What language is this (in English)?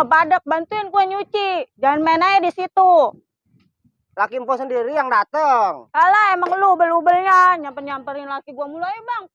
Betawi